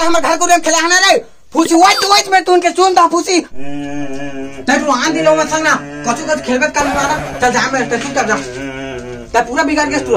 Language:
Chhattisgarhi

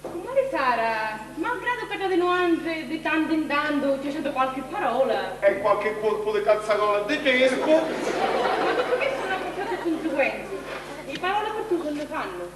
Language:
Sicilian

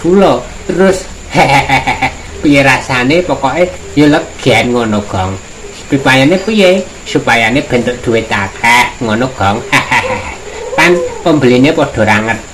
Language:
Javanese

